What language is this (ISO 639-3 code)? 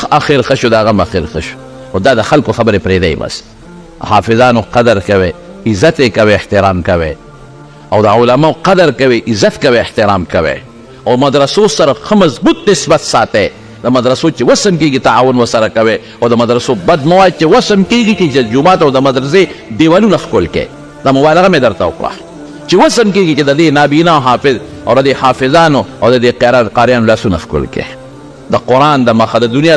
pus